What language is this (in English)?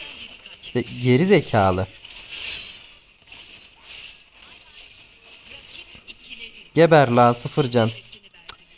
Turkish